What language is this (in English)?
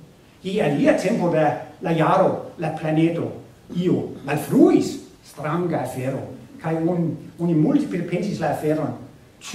Esperanto